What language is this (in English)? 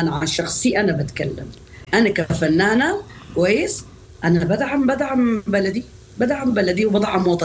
Sudanese Arabic